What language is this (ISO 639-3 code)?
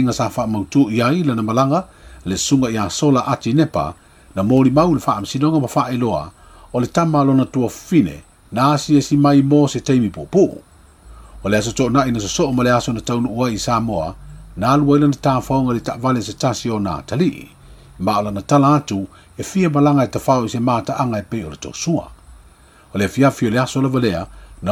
smo